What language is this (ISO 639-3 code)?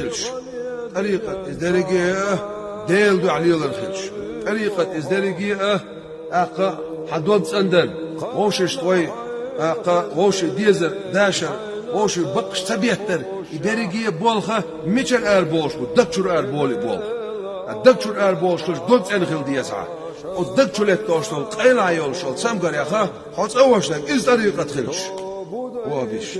che